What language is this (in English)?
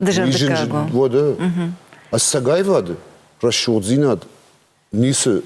Ossetic